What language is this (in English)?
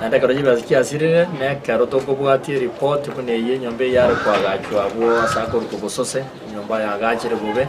Gusii